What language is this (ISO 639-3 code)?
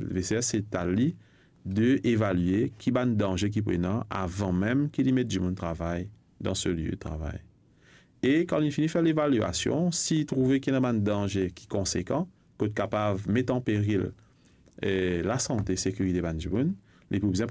mfe